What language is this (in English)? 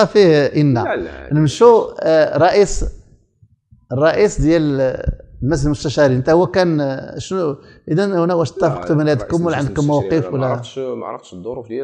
Moroccan Arabic